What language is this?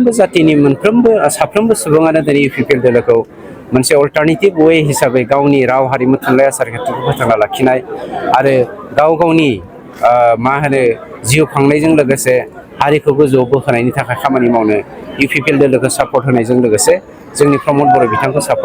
Bodo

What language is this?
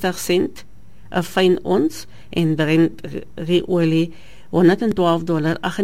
Afrikaans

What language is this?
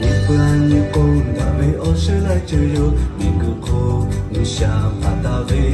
Lahu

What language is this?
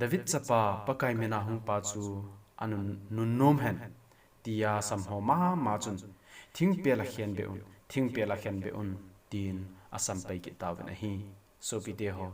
Thado Chin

